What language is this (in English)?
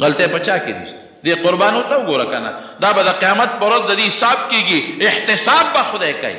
Pashto